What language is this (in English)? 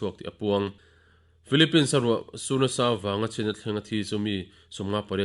Mizo